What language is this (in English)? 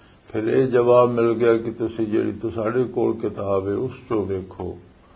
Western Panjabi